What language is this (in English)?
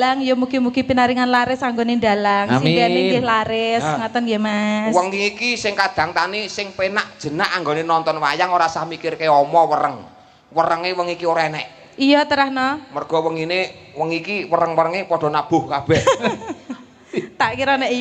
Javanese